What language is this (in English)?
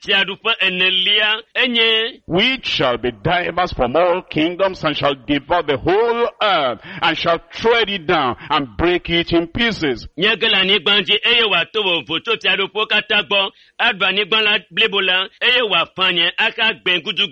Ewe